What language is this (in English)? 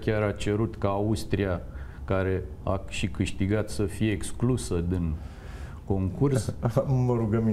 Romanian